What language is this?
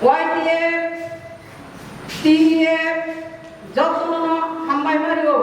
Kok Borok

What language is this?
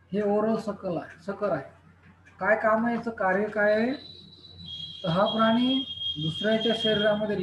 Marathi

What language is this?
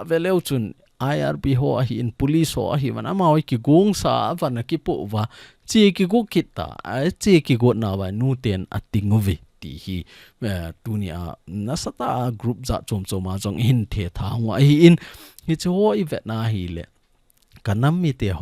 Thado Chin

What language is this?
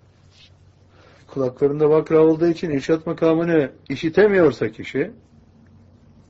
Turkish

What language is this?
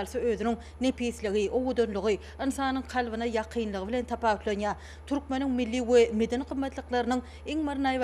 Turkmen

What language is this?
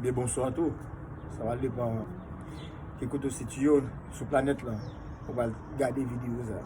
Haitian Creole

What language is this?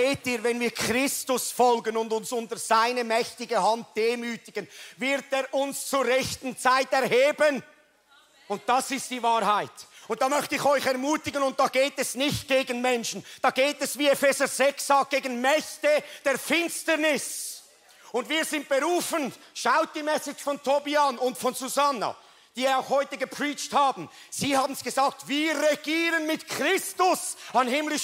Swiss German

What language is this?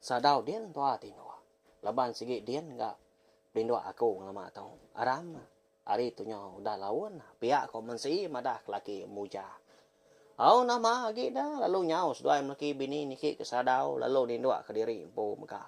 Iban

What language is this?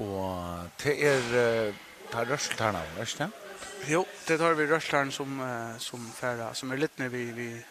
Faroese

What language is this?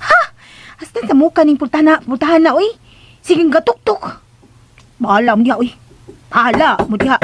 Cebuano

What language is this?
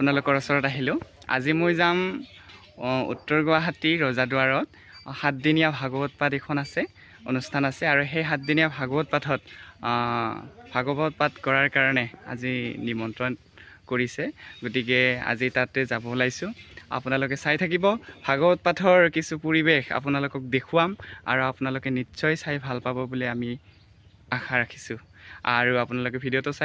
Assamese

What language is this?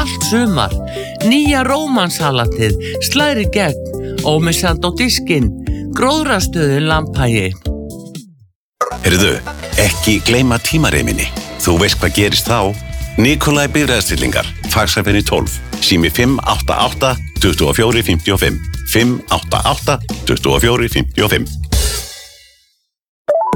Icelandic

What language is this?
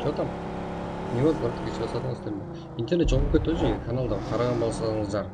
Kara-Kalpak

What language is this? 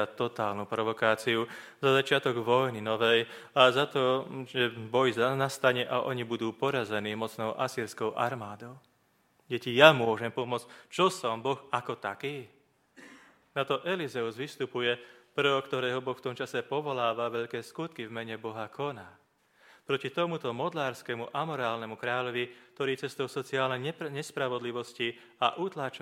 Slovak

